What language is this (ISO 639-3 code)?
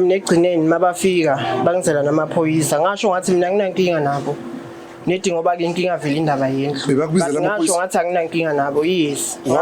zul